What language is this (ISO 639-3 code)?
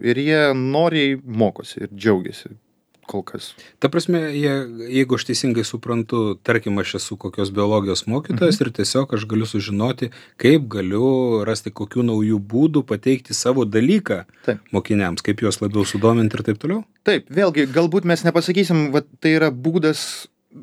lit